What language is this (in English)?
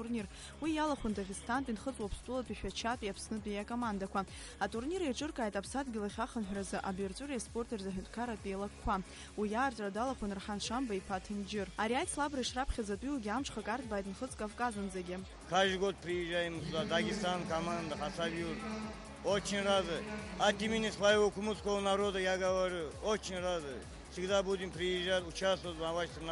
Abkhazian